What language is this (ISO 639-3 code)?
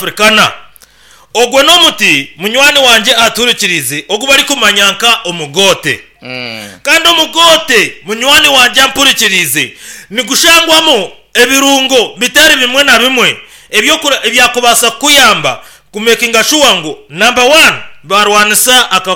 nyn